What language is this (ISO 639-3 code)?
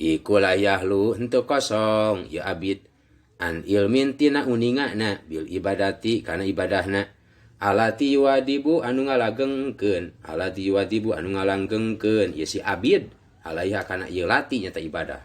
sun